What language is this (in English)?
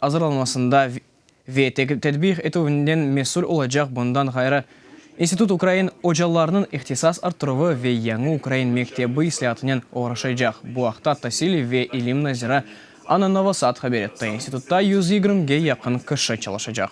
Crimean Tatar